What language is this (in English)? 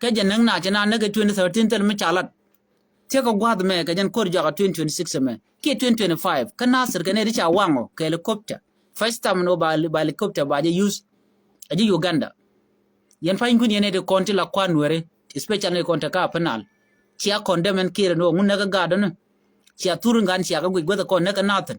Nuer